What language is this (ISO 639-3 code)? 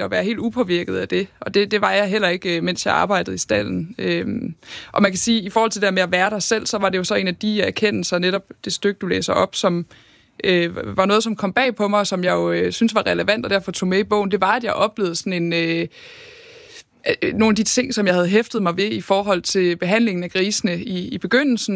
dan